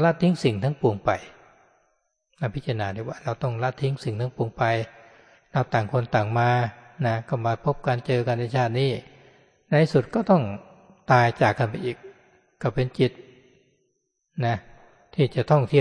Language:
Thai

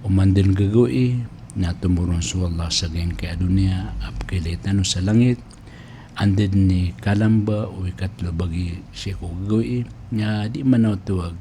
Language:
Maranao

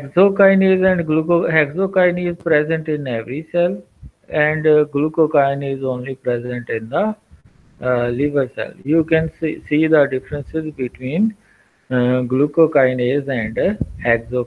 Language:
English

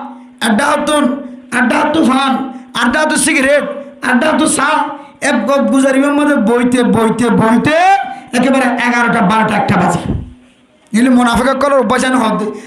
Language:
Rohingya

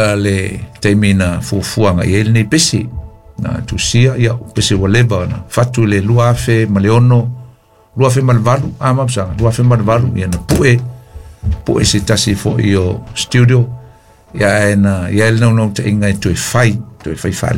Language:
Samoan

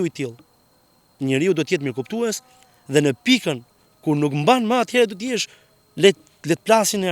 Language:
Albanian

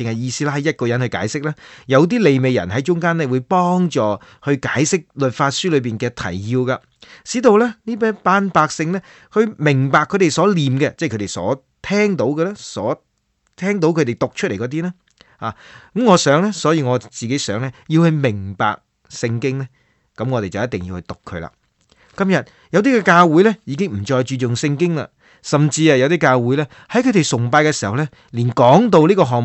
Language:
Cantonese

